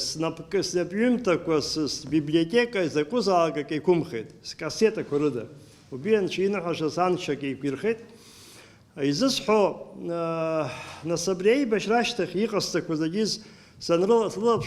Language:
Abkhazian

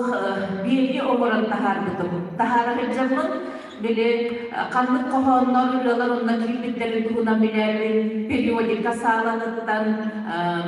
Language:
Yakut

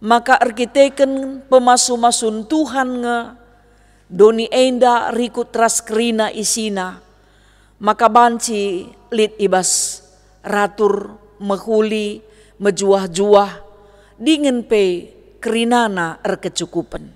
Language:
Batak Karo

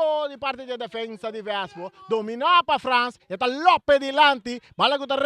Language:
Papiamento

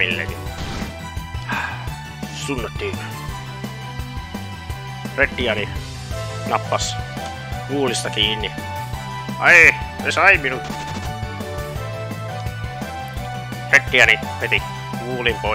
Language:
Finnish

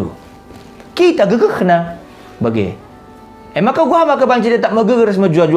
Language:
Batak Karo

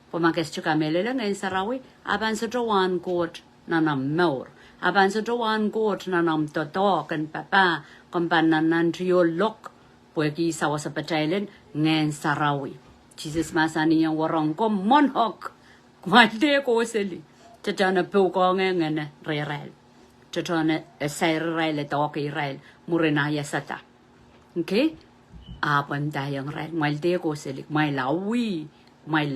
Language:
Pohnpeian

